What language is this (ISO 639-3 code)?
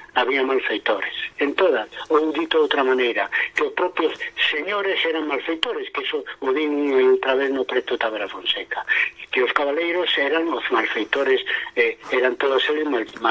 glg